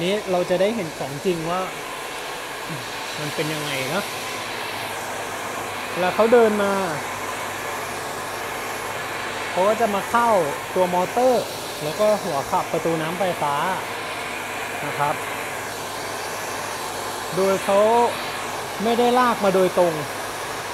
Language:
Thai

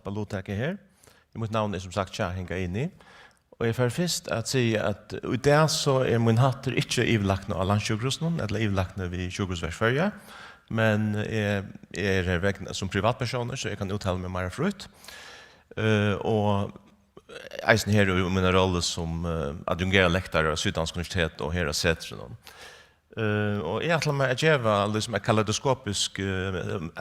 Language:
Faroese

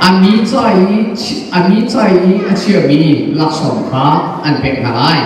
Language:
Hakha Chin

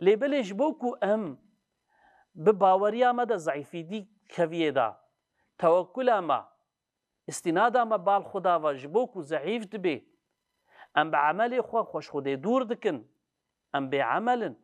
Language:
Kurdish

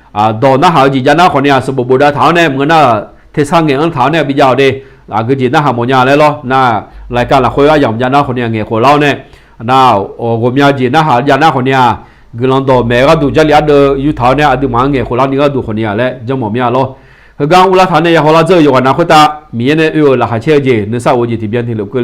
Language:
Akha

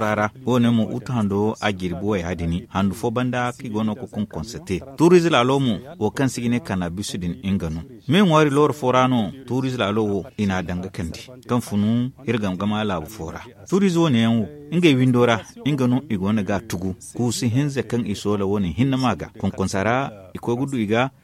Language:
Zarma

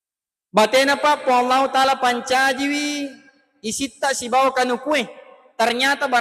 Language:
Buginese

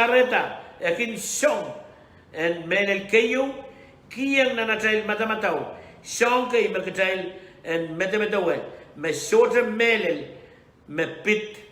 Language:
Pohnpeian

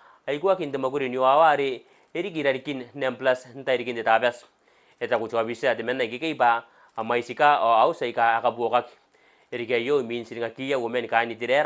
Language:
Gilbertese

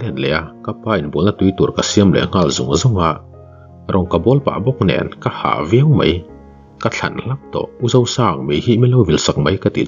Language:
Mizo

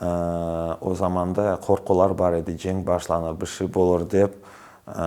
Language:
Crimean Tatar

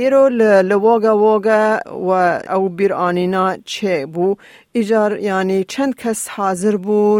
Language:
Kurdish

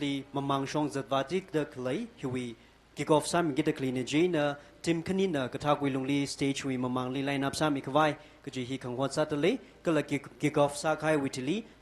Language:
Tangkhul Naga (India)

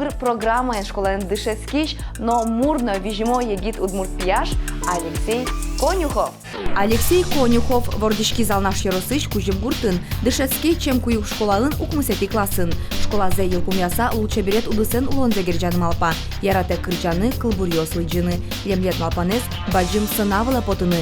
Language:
Udmurt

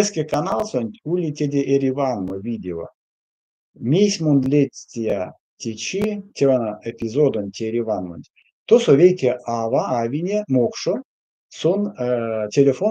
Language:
Erzya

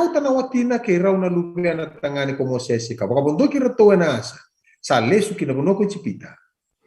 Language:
Fijian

